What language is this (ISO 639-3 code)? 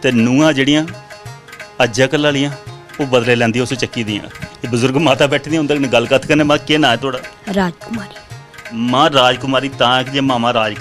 doi